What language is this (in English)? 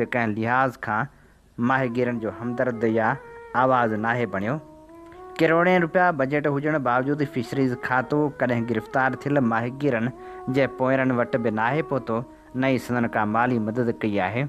Sindhi